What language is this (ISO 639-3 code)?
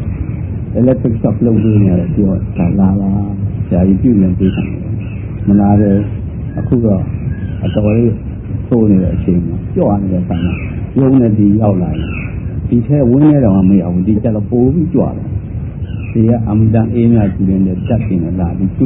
mya